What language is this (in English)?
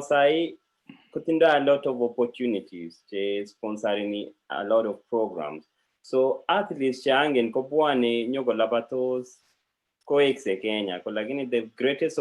Kalenjin